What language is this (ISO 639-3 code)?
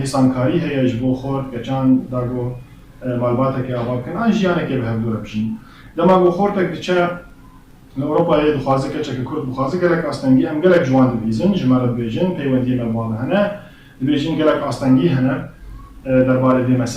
kur